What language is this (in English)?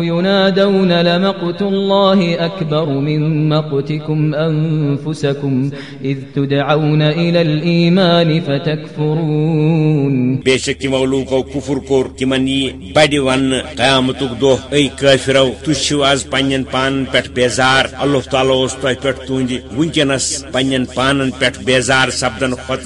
Kashmiri